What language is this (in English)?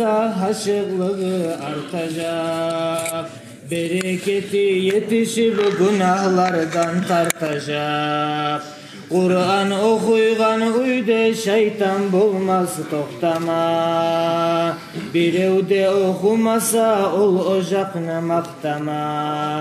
Kumyk